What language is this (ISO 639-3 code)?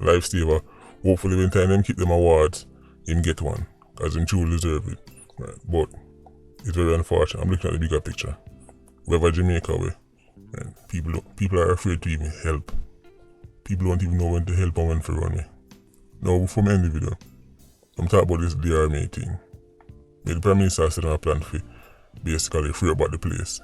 jam